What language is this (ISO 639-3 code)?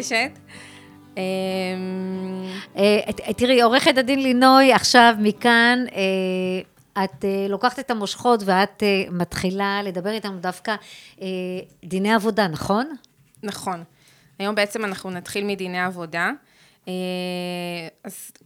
heb